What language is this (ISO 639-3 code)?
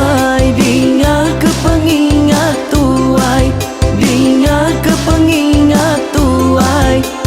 iba